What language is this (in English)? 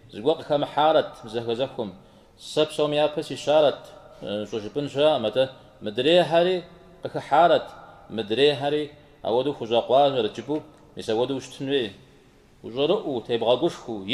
Kabardian